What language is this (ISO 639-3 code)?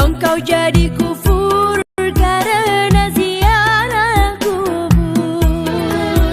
bjn